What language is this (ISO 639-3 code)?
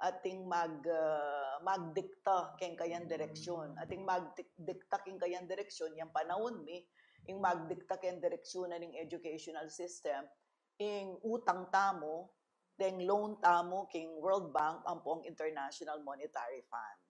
pam